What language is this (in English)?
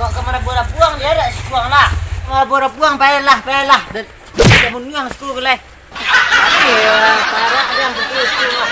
Minangkabau